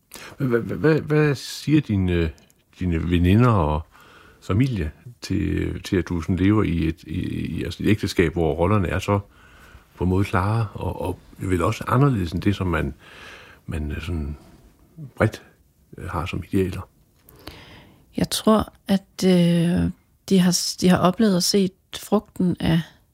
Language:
Danish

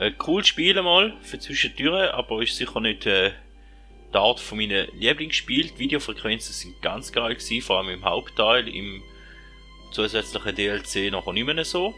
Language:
Swiss German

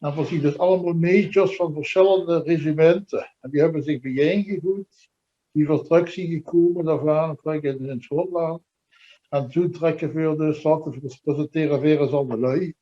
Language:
Limburgish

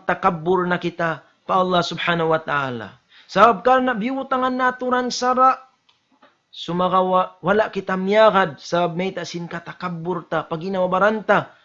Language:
Tausug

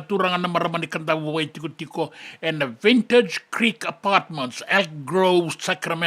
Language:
Fijian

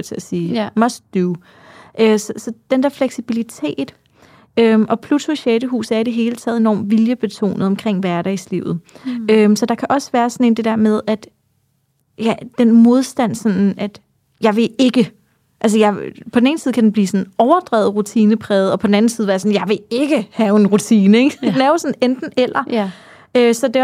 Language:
Danish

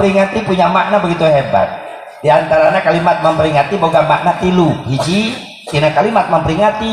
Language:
Sundanese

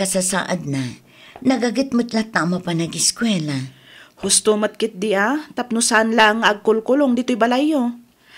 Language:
Iloko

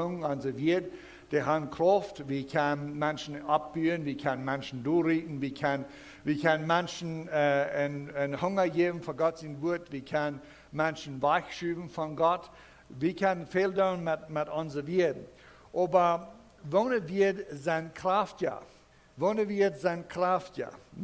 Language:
Plautdietsch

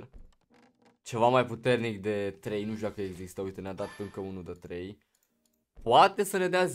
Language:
Romanian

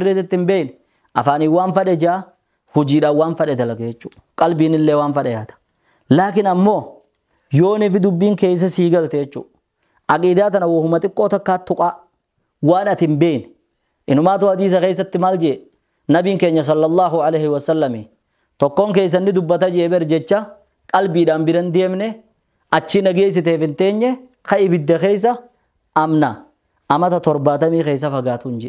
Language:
Oromo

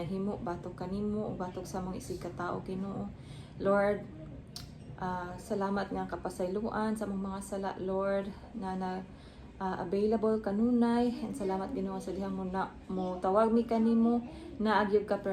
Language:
Cebuano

